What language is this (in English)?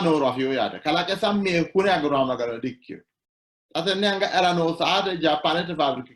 Sidamo